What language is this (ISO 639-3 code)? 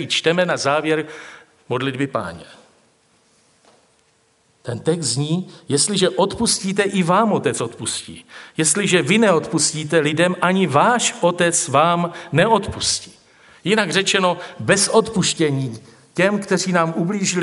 ces